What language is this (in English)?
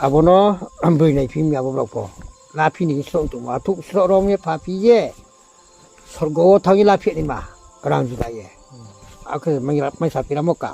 Riang (India)